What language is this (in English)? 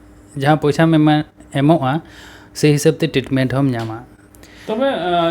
Santali